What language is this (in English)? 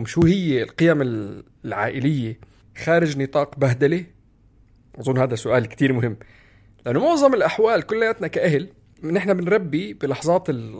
North Levantine Arabic